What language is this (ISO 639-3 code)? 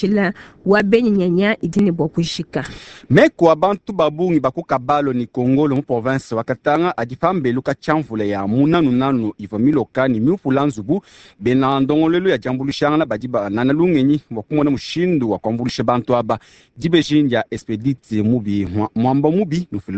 lua